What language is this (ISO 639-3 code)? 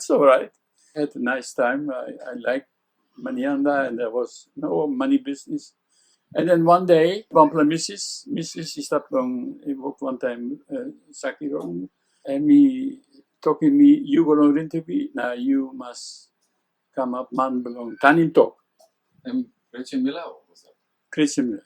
tpi